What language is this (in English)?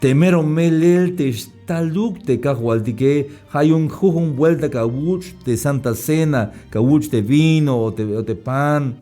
Tzeltal